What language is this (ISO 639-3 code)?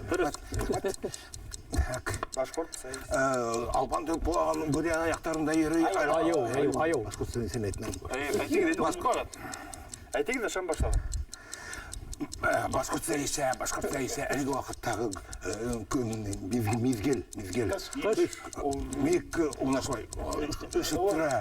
bak